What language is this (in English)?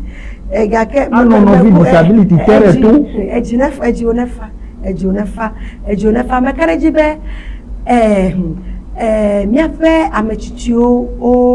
Ewe